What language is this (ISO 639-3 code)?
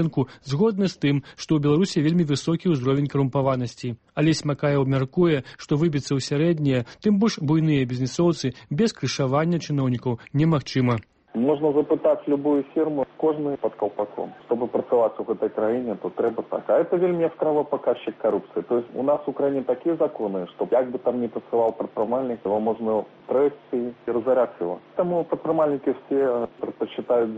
bel